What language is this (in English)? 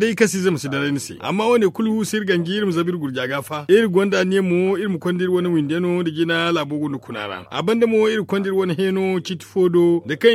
Zarma